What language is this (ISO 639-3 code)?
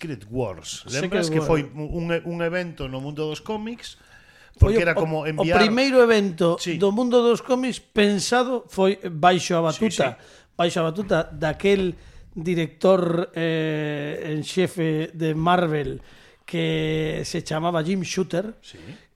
glg